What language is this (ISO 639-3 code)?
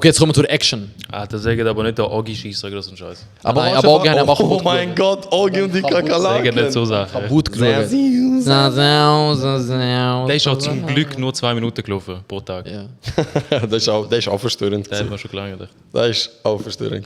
gsw